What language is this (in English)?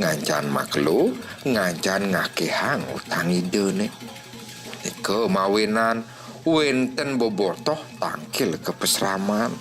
Balinese